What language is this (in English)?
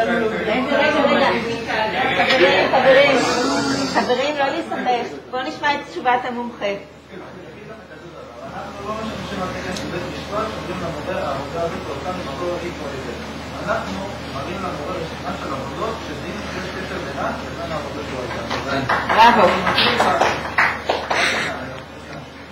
Hebrew